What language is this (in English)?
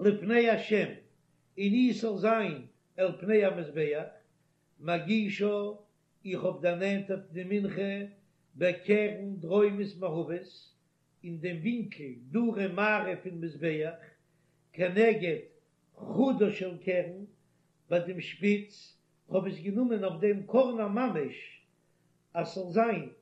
Yiddish